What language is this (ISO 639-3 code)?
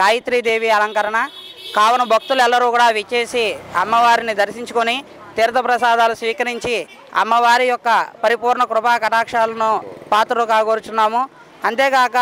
tel